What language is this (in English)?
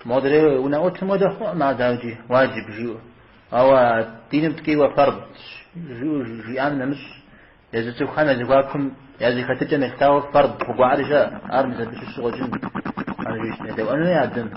Kabardian